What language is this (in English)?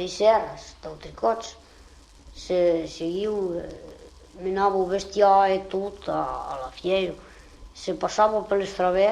Occitan